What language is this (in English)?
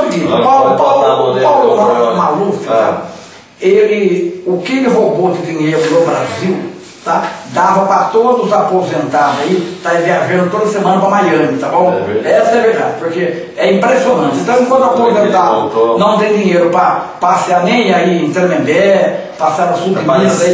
Portuguese